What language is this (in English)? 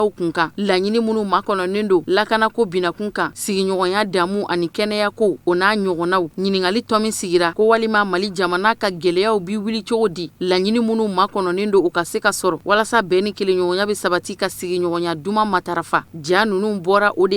Bambara